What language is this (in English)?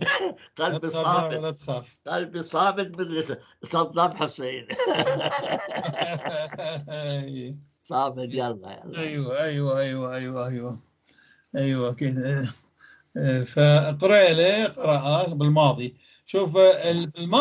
North Levantine Arabic